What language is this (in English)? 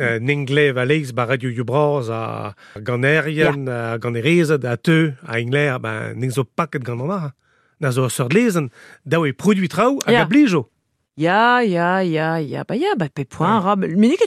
Breton